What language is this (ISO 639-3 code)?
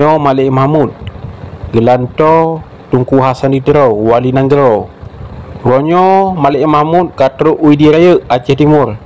ace